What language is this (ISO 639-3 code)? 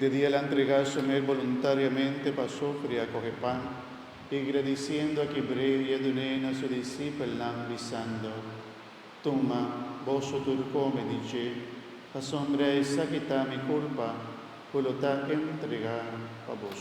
pap